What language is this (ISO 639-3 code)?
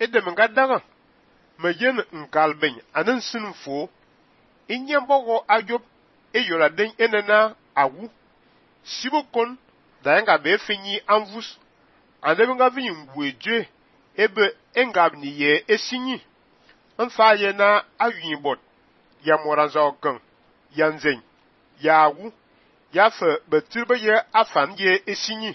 fan